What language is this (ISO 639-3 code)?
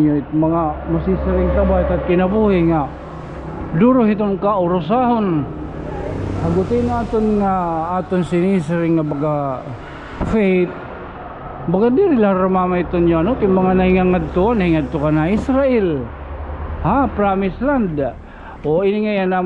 war